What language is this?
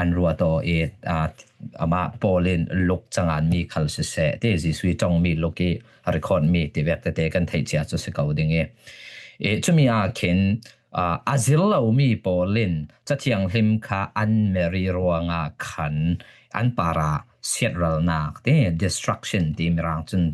Falam Chin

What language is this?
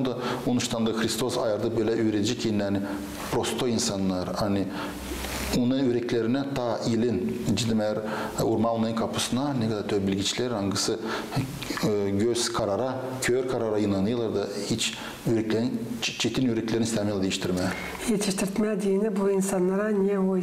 Gagauz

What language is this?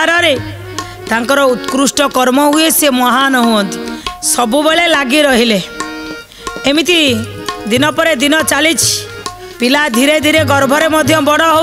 Odia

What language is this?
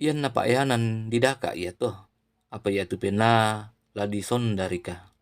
Toraja-Sa'dan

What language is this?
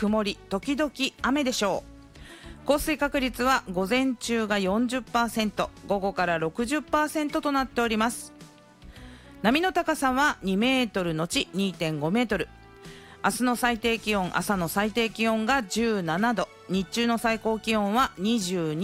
Japanese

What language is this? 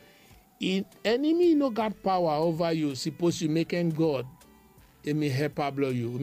Bislama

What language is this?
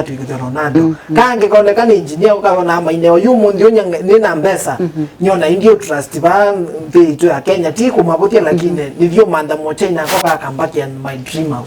Kamba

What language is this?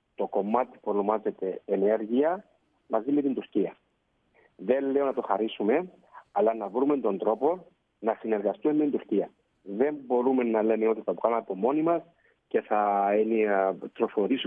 Greek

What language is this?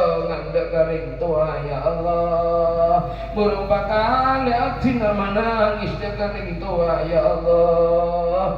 Madurese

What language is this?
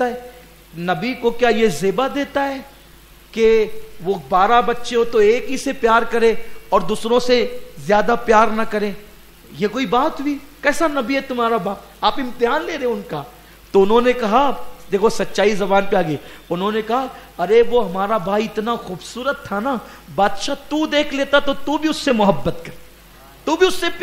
Urdu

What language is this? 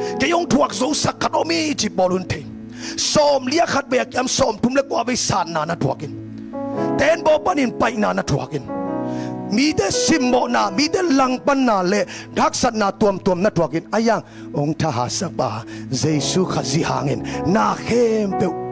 Tedim Chin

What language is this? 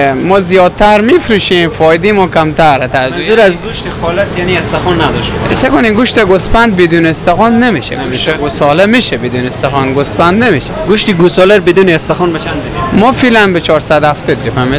Persian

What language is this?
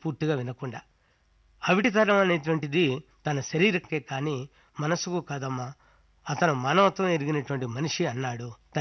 Telugu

